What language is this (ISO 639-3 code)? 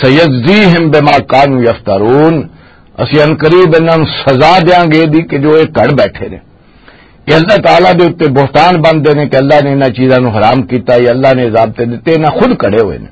lah